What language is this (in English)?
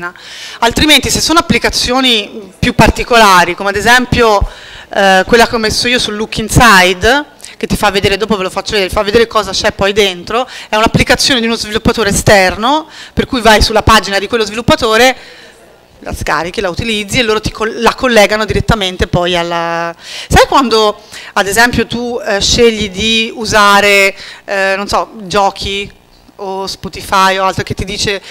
Italian